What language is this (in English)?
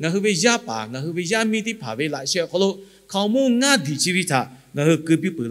Lahu